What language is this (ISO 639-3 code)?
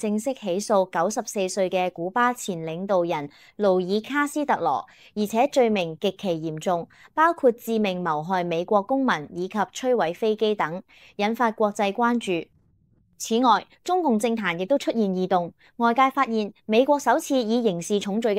yue